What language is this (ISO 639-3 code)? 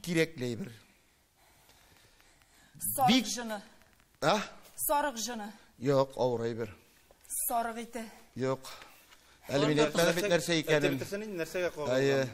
tat